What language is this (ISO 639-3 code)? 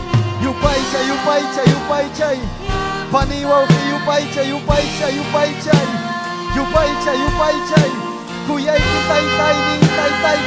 quy